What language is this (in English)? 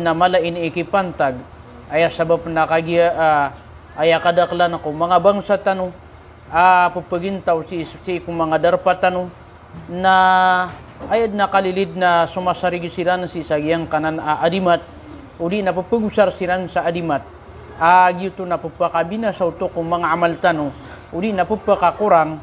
Maranao